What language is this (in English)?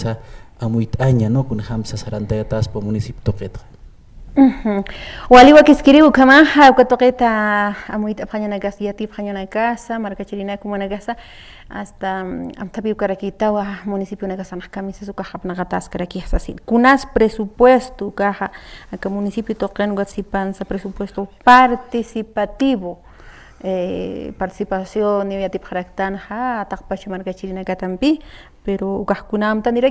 Aymara